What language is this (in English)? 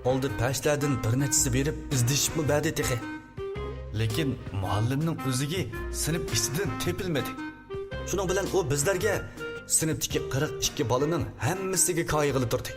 Uyghur